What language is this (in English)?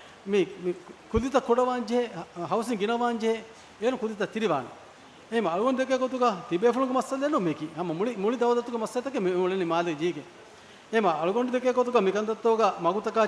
Divehi